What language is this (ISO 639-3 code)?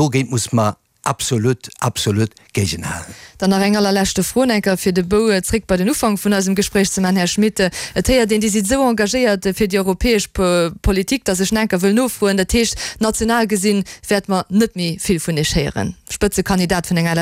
ltz